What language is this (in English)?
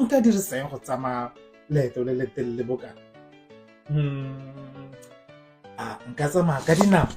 Tswana